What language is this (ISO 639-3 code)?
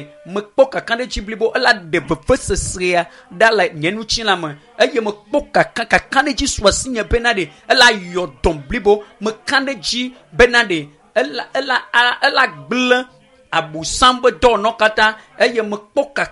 ewe